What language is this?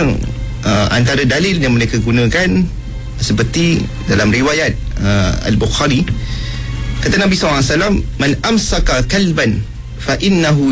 Malay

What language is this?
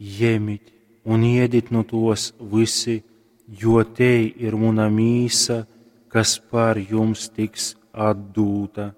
Latgalian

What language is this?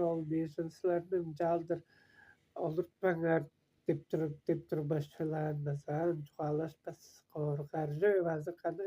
Tuvinian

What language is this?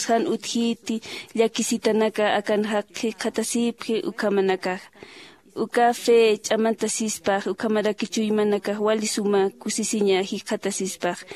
Aymara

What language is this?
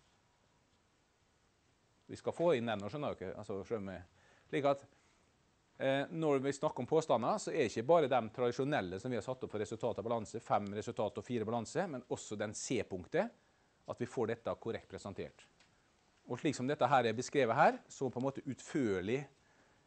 Norwegian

